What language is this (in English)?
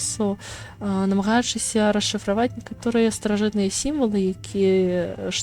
Belarusian